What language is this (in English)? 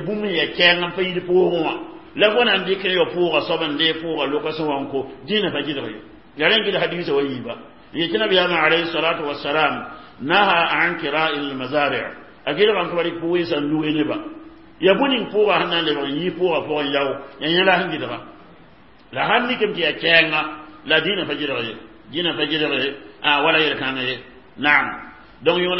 Mossi